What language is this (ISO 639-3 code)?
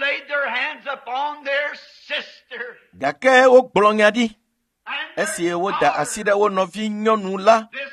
ewe